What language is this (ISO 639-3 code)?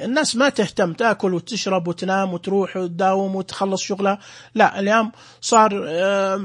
ars